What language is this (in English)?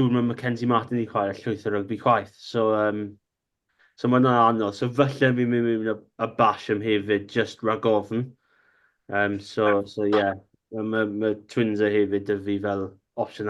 Welsh